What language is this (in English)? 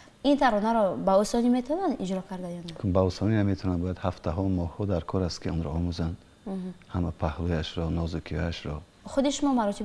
Tajik